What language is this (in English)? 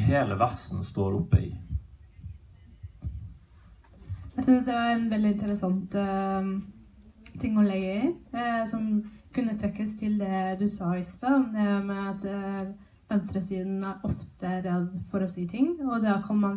Norwegian